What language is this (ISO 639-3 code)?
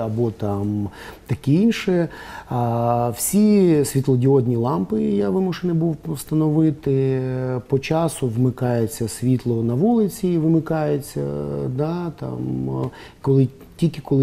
ukr